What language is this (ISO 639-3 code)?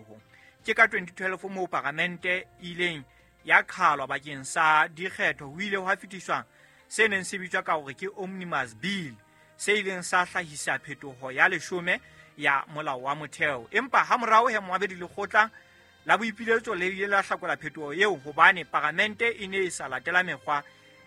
sot